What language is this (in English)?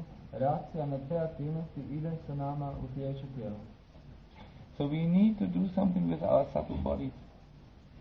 Croatian